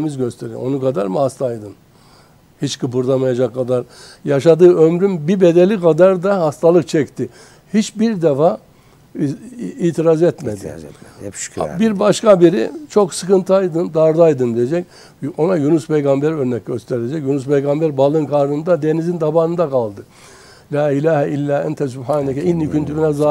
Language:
Turkish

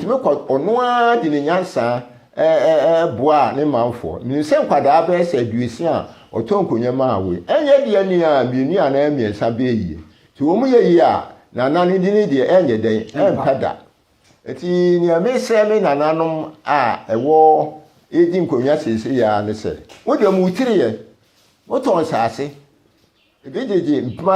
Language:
Akan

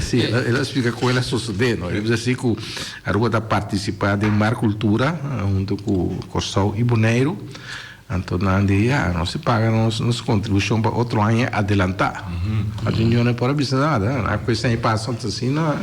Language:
Papiamento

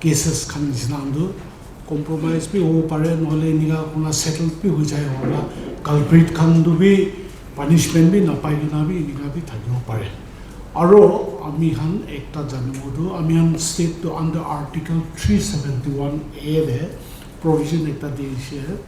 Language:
Naga Pidgin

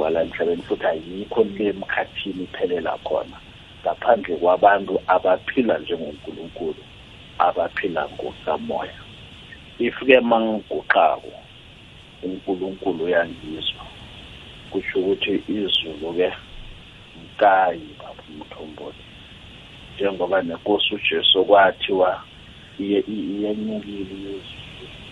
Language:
South Ndebele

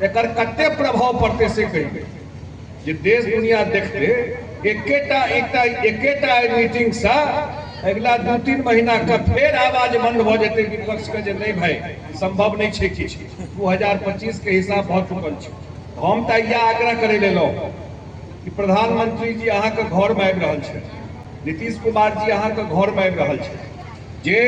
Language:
Maithili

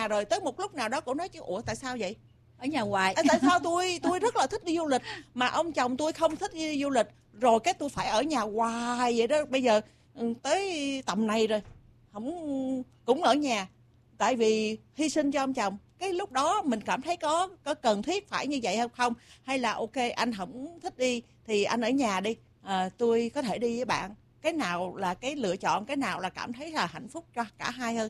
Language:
Vietnamese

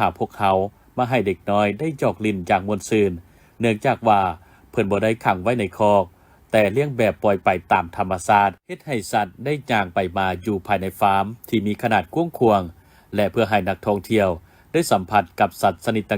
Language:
Lao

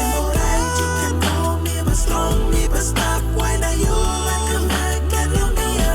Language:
Tok Pisin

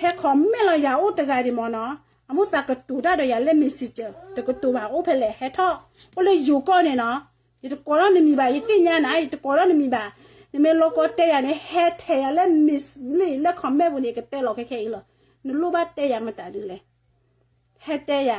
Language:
S'gaw Karen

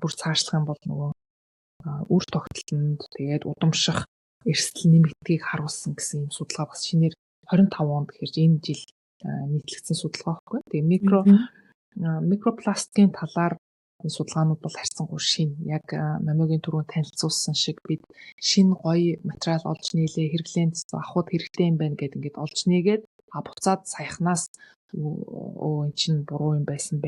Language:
Mongolian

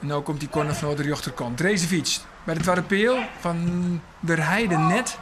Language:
Western Frisian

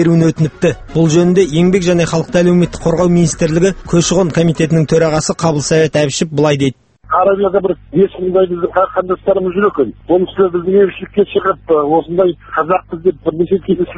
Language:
Kazakh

